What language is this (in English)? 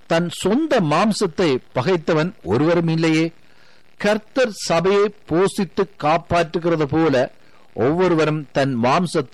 Tamil